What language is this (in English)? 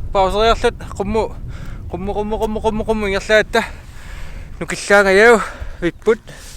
Kalaallisut